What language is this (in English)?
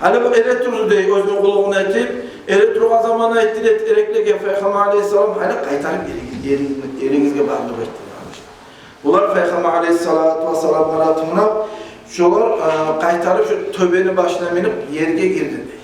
Kumyk